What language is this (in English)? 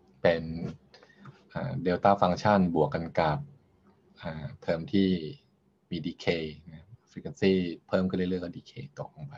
Thai